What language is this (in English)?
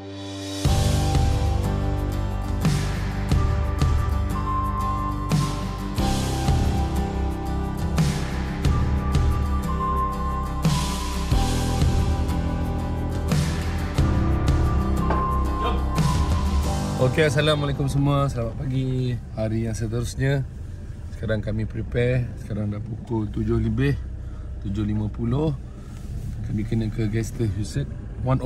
Malay